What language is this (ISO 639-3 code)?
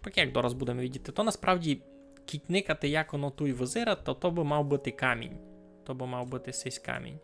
rue